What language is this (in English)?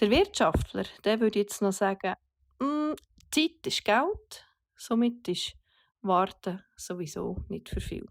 Swiss German